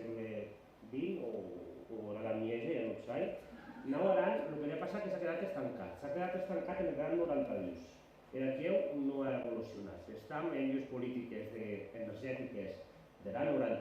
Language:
Occitan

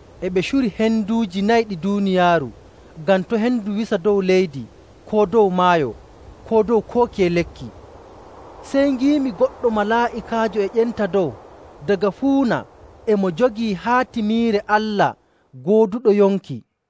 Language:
Nigerian Fulfulde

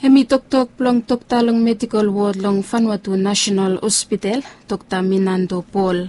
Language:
Bislama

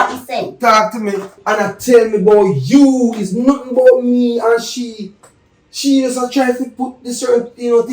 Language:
Jamaican Creole English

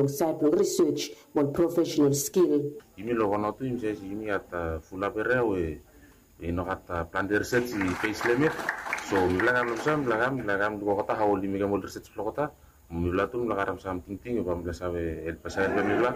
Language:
Bislama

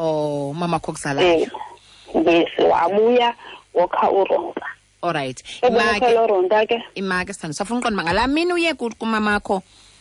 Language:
Xhosa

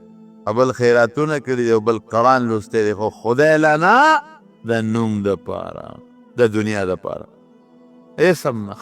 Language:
Pashto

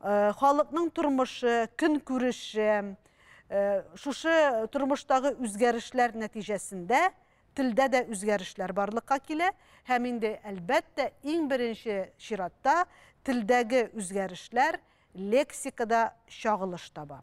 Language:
Tatar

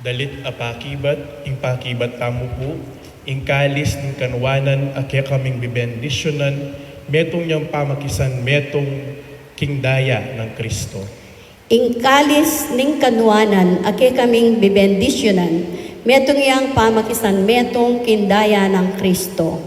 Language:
Pampanga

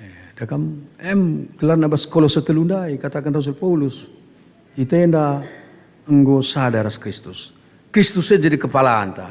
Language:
Batak Karo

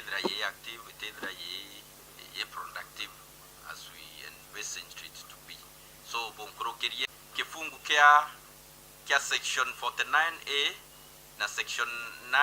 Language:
Meru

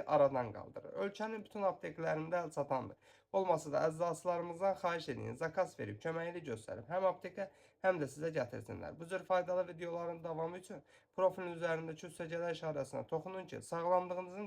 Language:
Azerbaijani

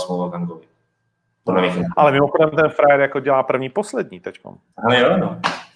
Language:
Czech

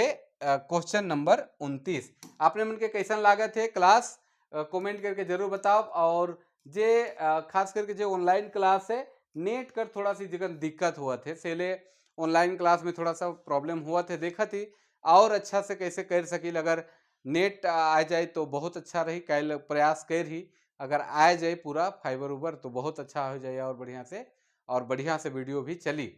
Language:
Sadri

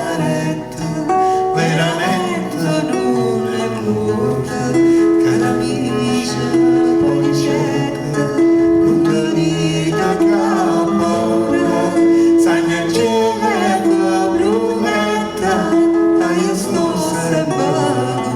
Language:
Neapolitan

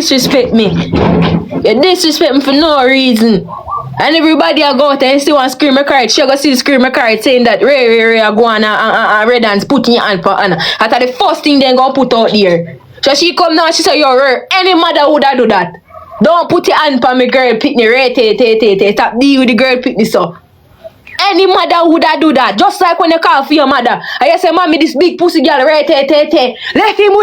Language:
Jamaican Creole English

